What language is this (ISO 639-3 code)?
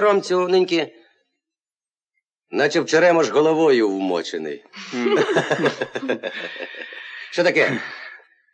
ukr